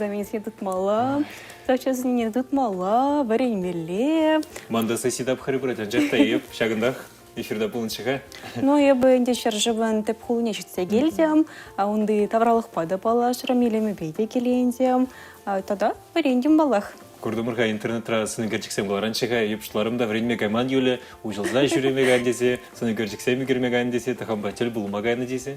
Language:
Chuvash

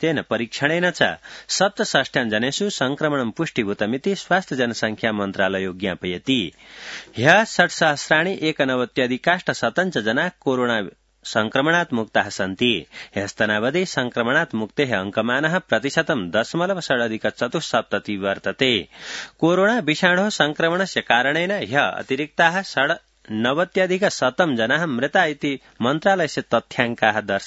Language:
Sanskrit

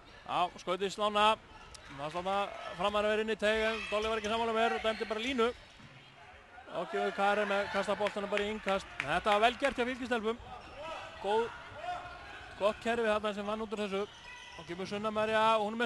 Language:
Icelandic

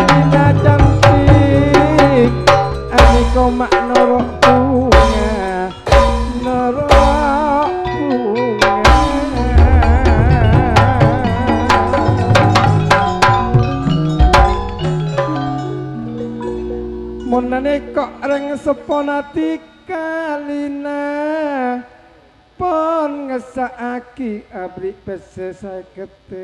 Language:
Madurese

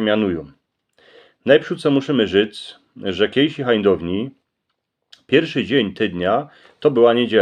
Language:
Silesian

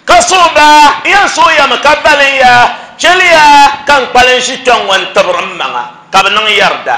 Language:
Dagbani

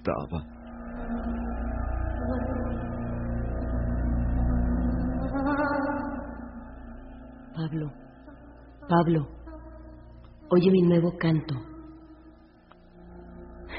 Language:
Spanish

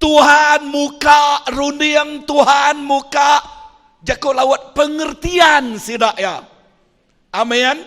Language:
Iban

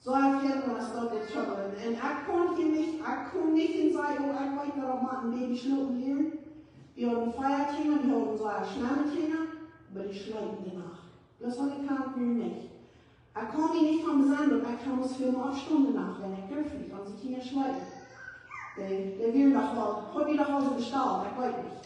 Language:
Plautdietsch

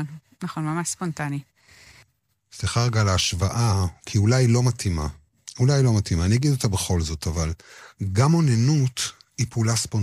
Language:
Hebrew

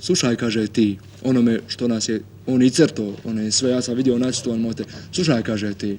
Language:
Bosnian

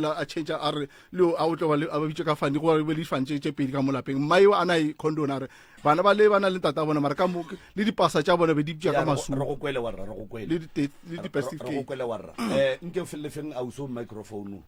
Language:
Northern Sotho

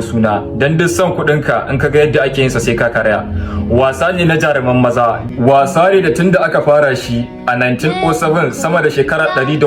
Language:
Hausa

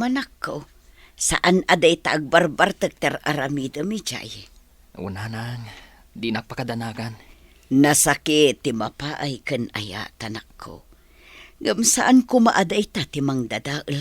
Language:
Iloko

